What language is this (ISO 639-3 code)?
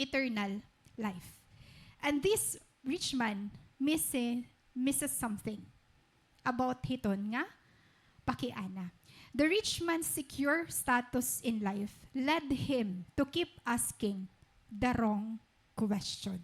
war